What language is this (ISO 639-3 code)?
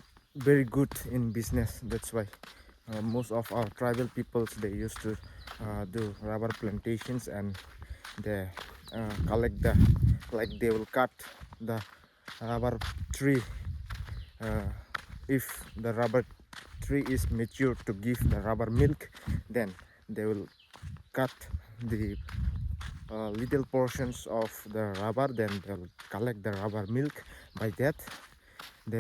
trp